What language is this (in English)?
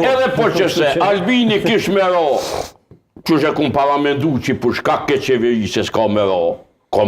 Albanian